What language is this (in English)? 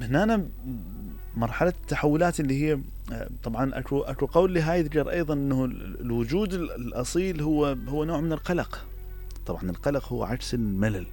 Mesopotamian Arabic